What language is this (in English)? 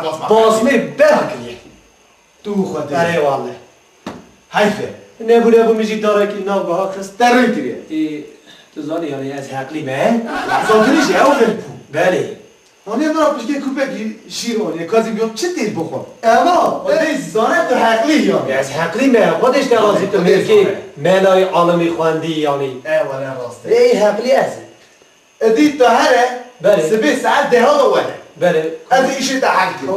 Kurdish